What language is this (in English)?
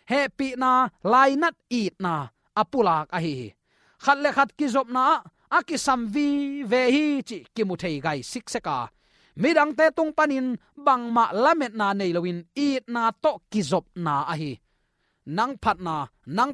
Tedim Chin